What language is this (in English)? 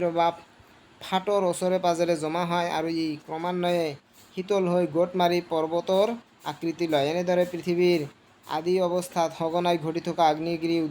Assamese